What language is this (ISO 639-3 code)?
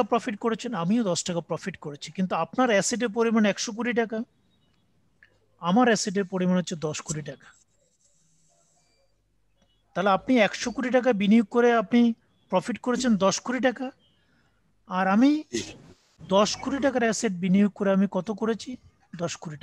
ben